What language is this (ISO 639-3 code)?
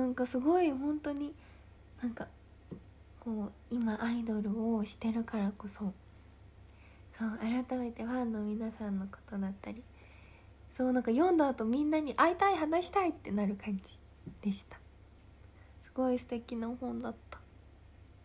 jpn